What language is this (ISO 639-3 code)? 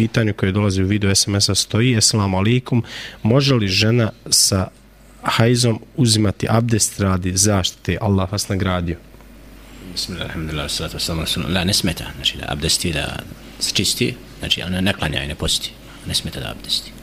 bos